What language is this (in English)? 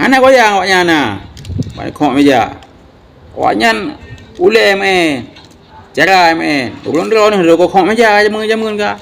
Achinese